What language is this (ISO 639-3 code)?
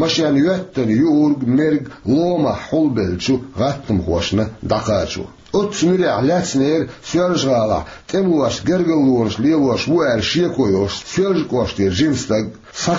che